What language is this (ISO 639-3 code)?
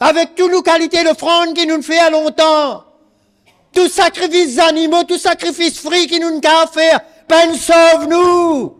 mfe